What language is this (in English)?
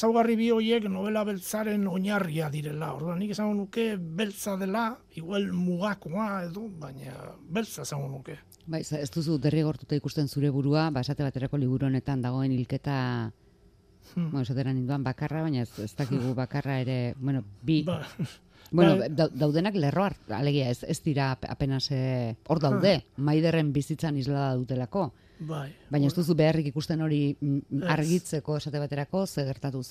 Basque